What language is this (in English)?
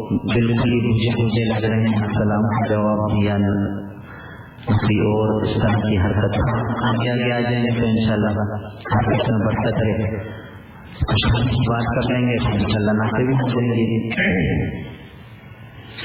Urdu